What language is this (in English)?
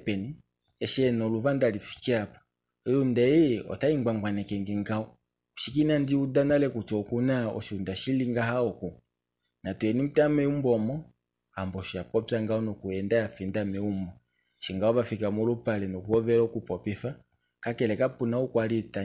Kuanyama